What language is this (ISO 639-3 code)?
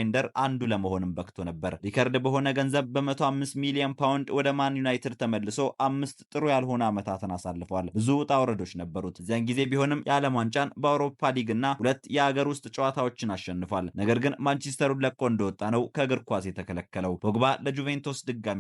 amh